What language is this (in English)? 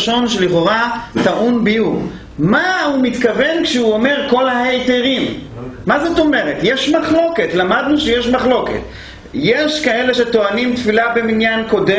Hebrew